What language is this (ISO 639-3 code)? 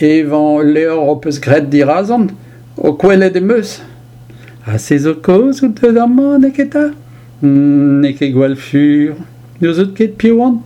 bre